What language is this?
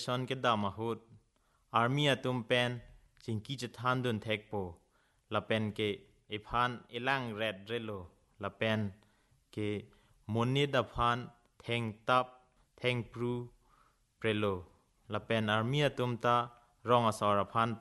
Karbi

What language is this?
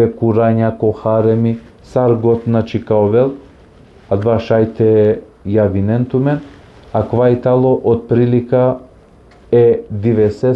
Balkan Romani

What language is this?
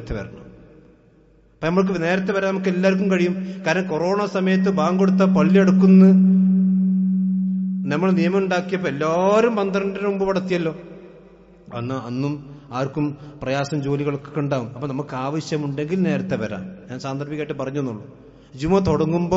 Malayalam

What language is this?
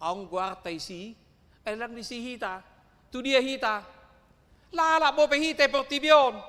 Batak Toba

